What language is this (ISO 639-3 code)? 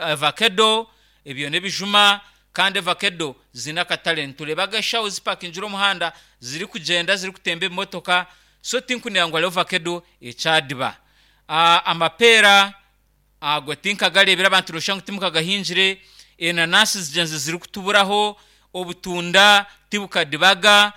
nyn